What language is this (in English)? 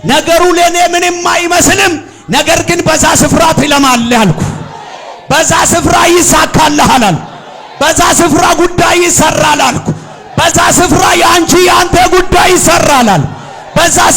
Amharic